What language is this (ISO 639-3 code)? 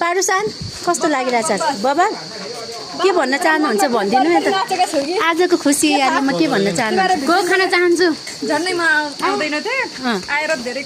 nep